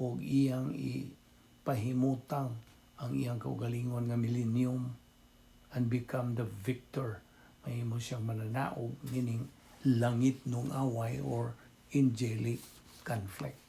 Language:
Cebuano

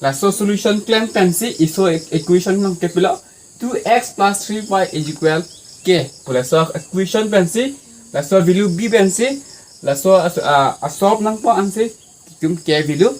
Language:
Karbi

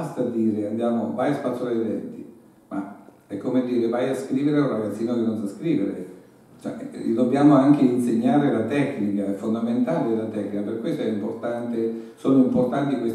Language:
Italian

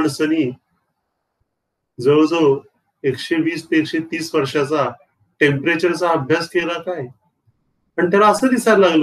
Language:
Marathi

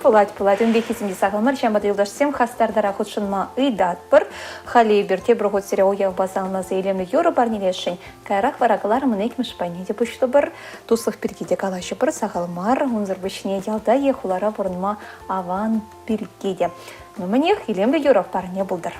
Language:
Chuvash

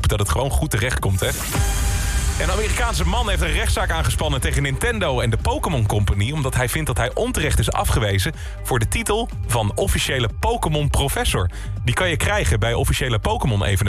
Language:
Dutch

